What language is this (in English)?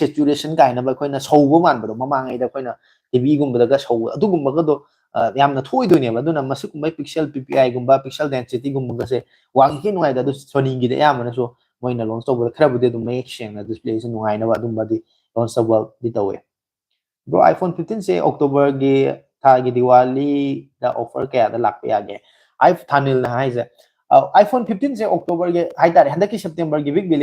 Manipuri